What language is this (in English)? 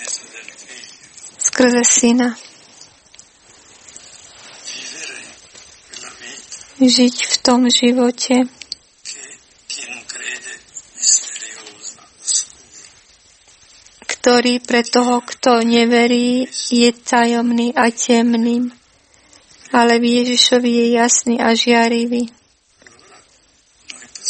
Slovak